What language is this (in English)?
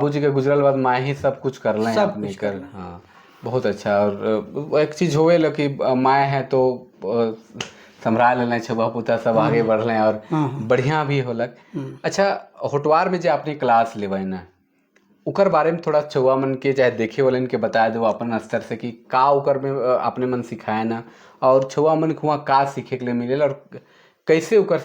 Sadri